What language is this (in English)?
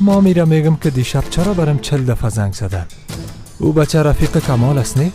Persian